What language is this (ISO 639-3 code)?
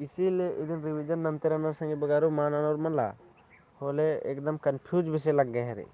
kru